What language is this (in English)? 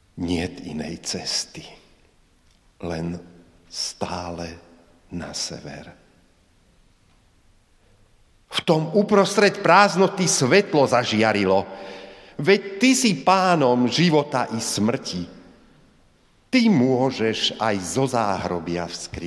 Slovak